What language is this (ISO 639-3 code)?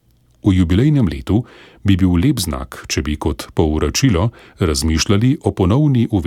slv